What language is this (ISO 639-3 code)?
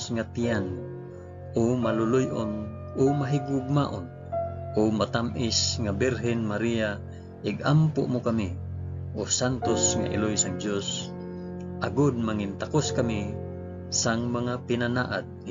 hil